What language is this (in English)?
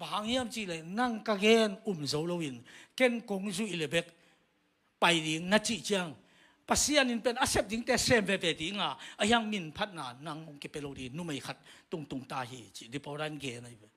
Tedim Chin